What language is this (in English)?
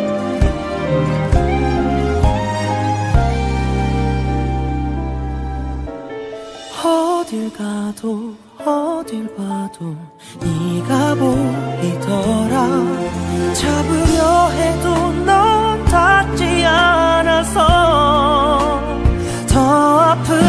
Korean